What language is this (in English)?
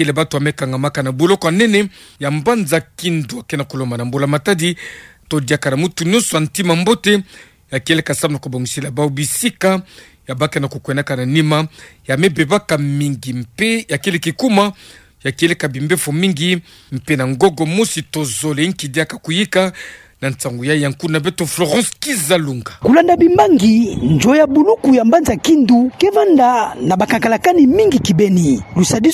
Kituba (Democratic Republic of Congo)